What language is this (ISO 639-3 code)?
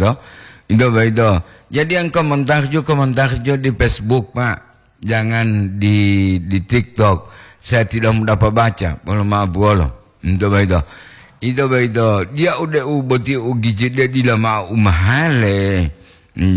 gor